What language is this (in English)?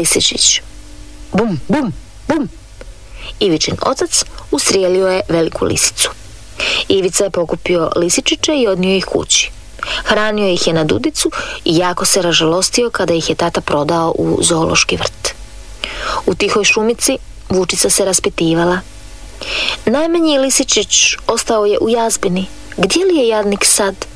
Croatian